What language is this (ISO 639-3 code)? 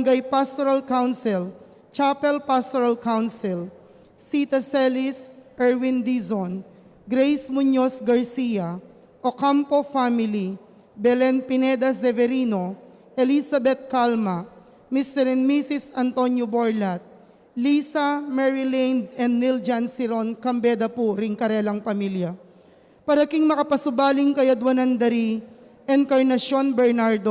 pam